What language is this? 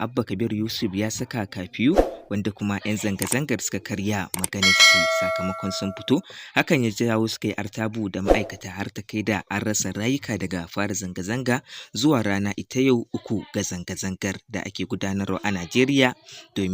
Hausa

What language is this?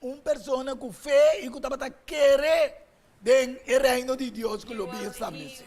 Papiamento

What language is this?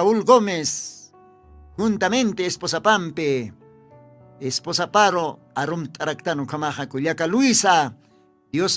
Aymara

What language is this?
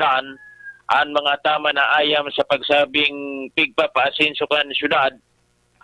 Bikol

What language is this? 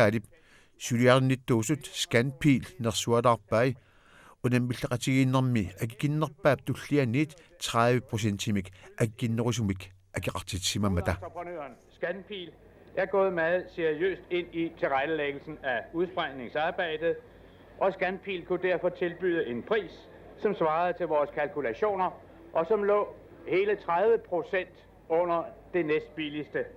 Kalaallisut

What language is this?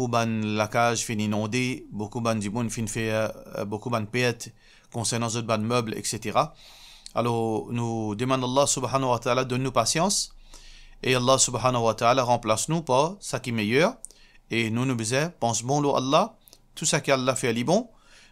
Morisyen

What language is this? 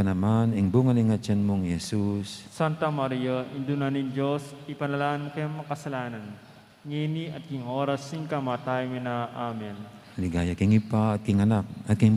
Pampanga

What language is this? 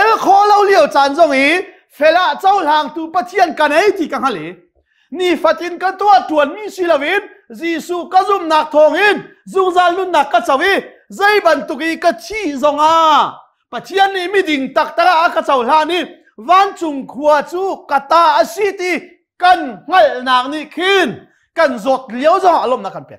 Hakha Chin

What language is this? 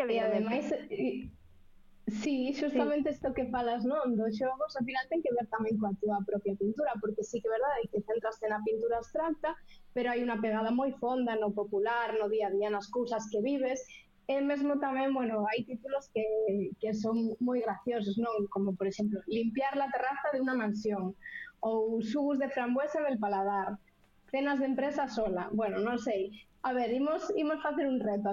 Galician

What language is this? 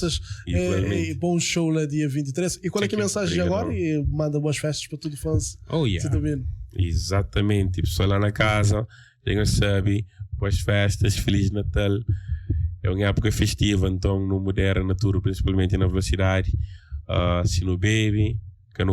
Kabuverdianu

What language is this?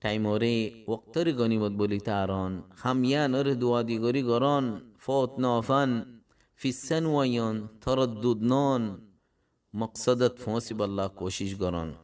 Rohingya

